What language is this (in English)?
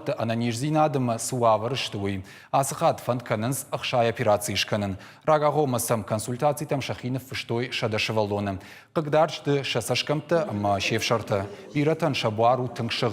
Ossetic